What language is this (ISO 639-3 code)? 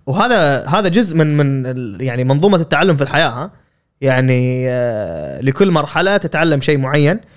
afb